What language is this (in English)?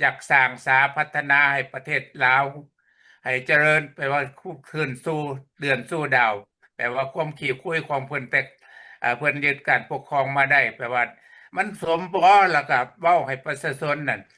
Lao